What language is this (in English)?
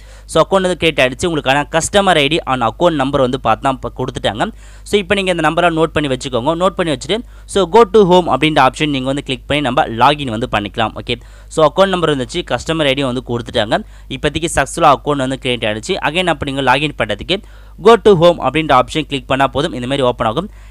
Tamil